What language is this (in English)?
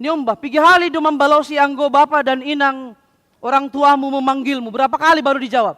Batak Simalungun